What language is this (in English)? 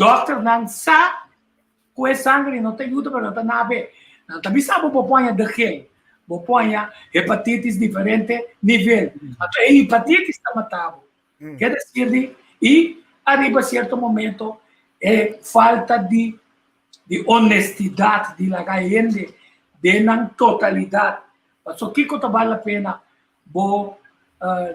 Papiamento